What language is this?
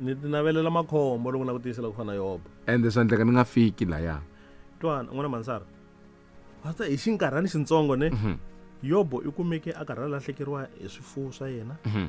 Tsonga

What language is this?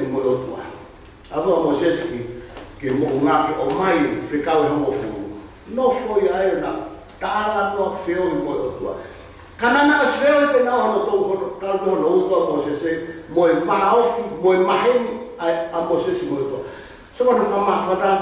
Tongan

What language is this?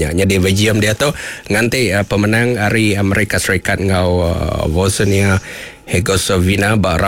Iban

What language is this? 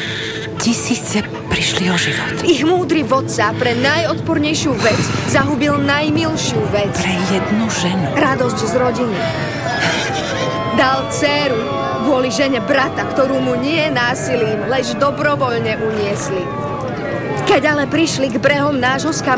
Slovak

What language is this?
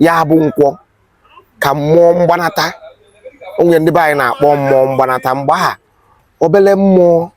Igbo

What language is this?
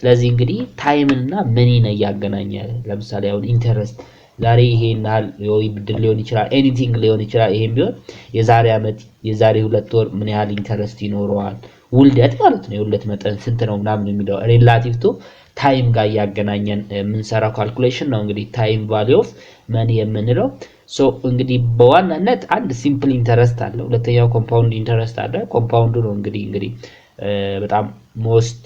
Amharic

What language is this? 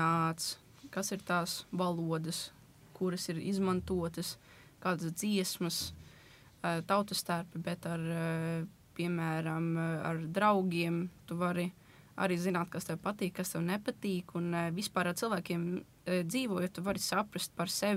Latvian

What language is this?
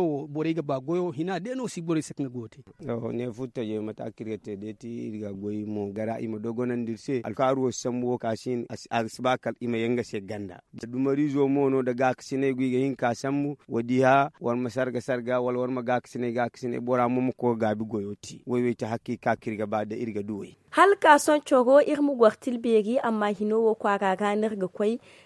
Zarma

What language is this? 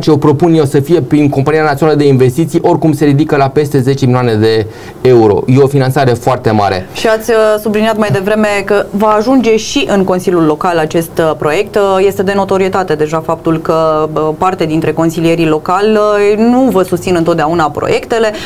Romanian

